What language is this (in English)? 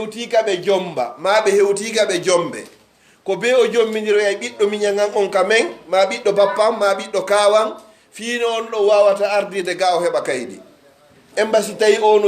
Pular